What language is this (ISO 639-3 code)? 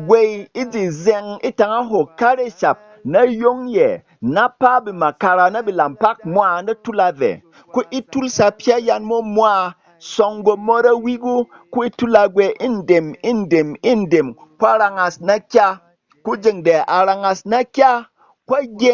bom